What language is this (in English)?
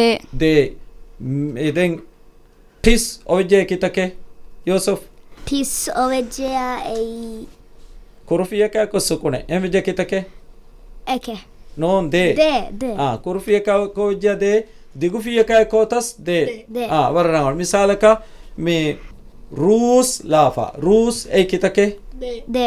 Divehi